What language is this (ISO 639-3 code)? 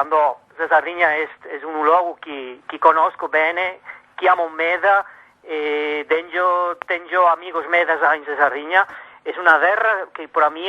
srd